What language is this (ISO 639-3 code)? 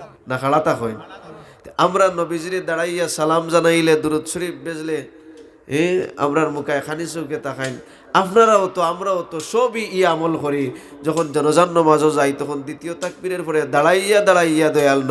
syl